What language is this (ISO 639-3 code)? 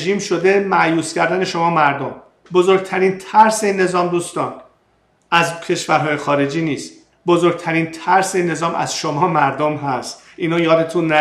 fas